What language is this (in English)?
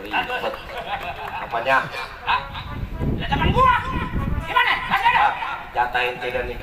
Betawi